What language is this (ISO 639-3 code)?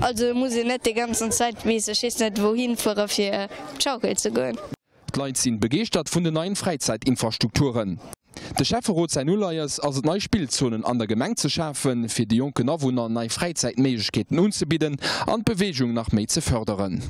ltz